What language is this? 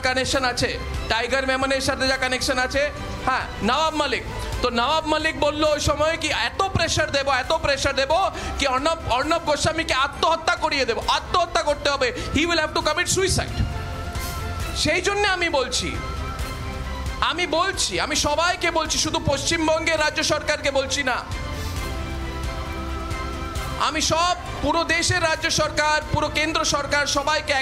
Bangla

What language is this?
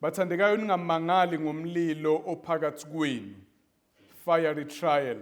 Zulu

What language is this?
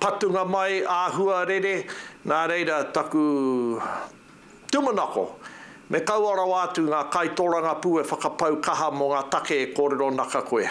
Māori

